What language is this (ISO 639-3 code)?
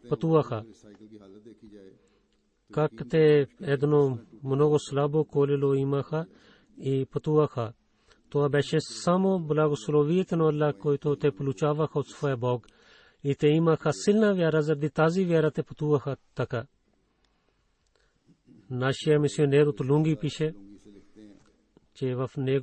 bul